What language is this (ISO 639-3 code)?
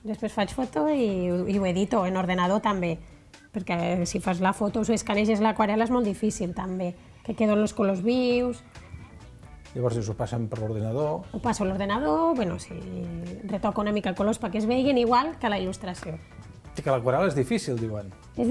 cat